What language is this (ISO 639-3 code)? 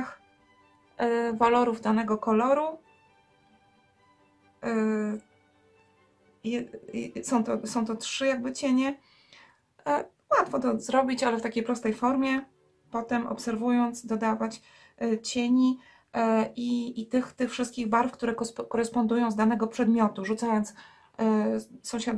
pol